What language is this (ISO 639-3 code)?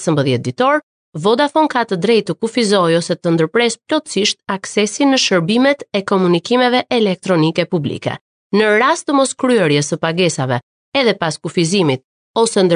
sqi